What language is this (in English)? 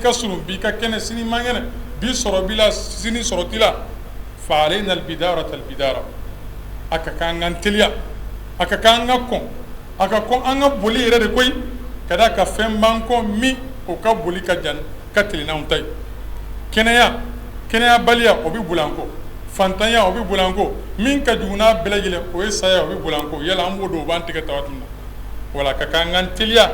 Bambara